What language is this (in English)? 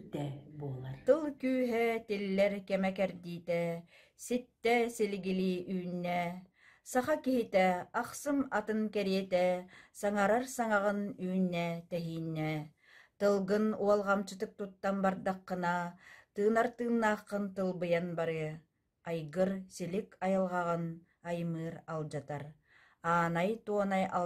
Yakut